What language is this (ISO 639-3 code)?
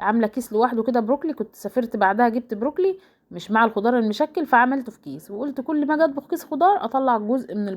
arz